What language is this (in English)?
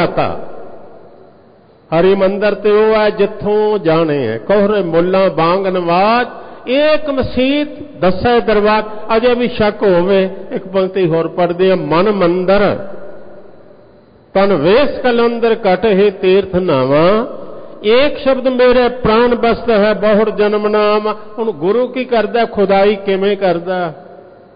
Punjabi